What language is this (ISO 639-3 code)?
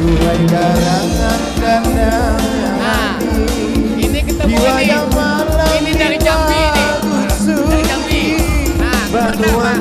bjn